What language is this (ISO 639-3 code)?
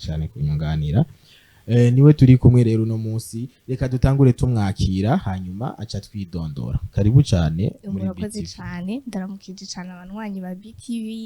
run